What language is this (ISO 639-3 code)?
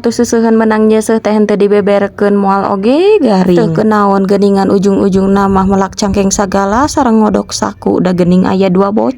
sun